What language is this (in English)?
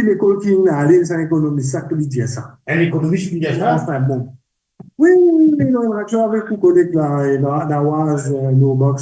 Morisyen